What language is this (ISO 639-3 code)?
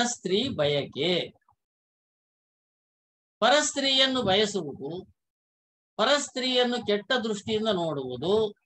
kan